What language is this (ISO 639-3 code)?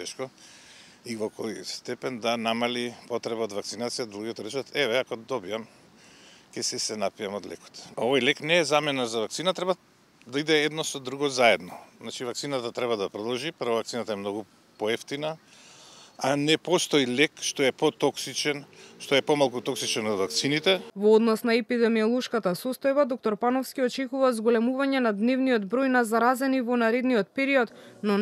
mkd